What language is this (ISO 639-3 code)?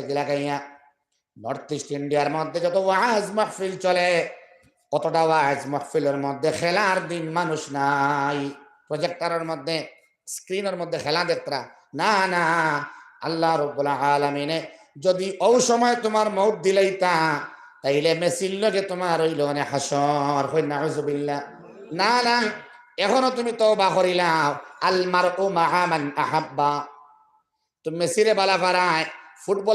syl